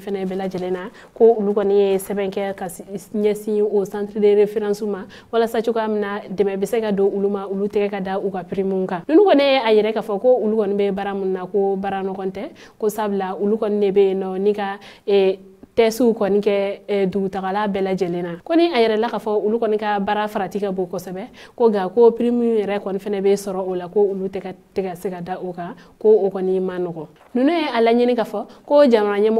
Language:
Bambara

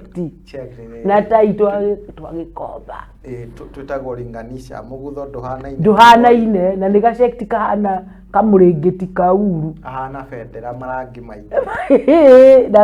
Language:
Kikuyu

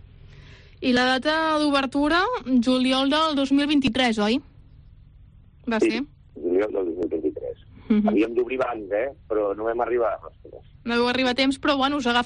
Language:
Catalan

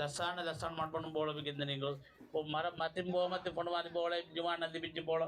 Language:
Divehi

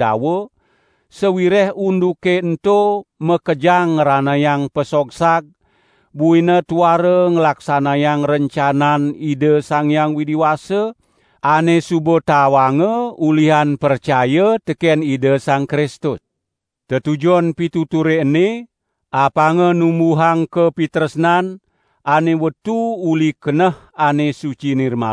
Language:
Balinese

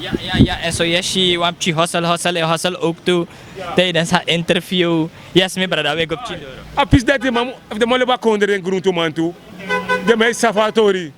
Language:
Sranan Tongo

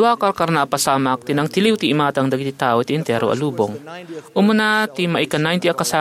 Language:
Iloko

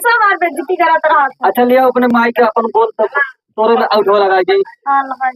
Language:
Awadhi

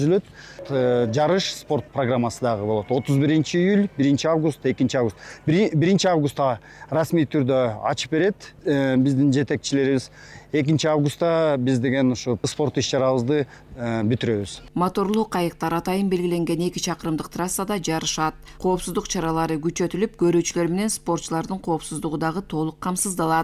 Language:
Kyrgyz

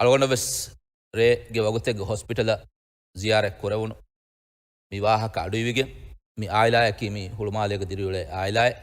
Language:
Divehi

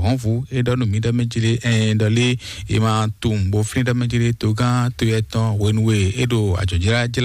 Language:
Fon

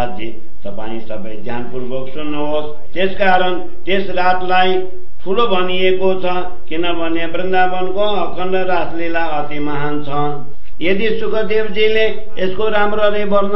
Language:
Nepali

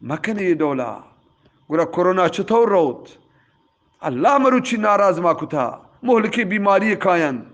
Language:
Eastern Balochi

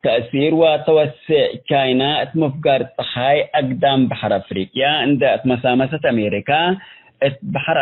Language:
Tigre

